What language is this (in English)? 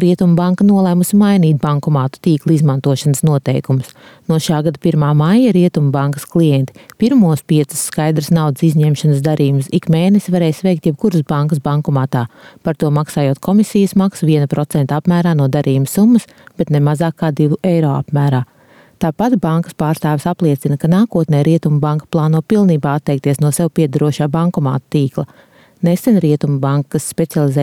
Latvian